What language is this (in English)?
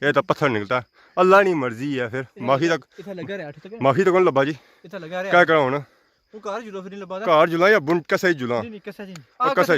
Pahari-Potwari